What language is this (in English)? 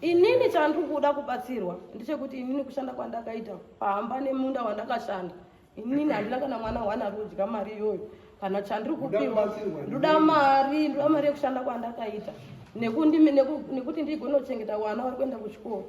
Shona